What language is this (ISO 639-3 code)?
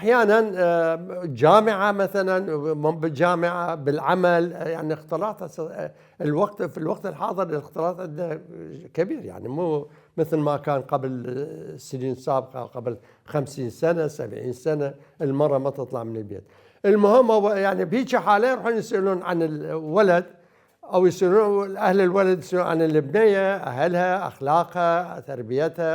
acm